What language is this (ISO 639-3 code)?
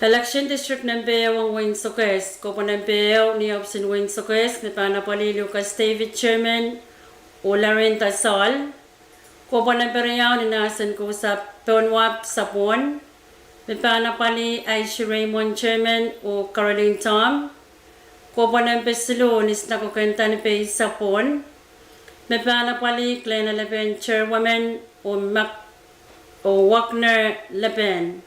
pon